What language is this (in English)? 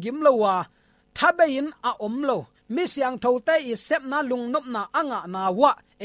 Tedim Chin